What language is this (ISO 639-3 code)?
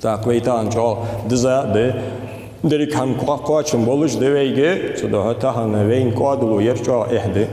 inh